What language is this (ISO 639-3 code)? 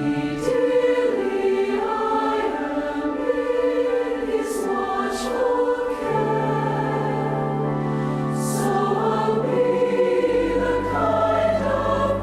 tah